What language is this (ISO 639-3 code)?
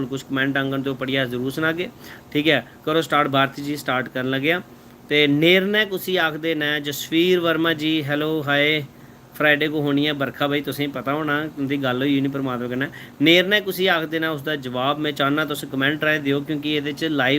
doi